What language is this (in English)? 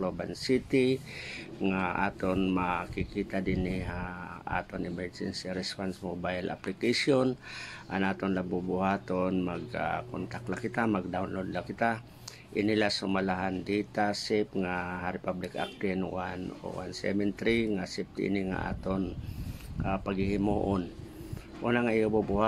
Waray